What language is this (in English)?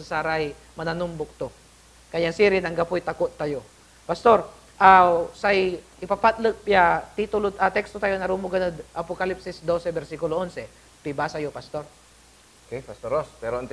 Pangasinan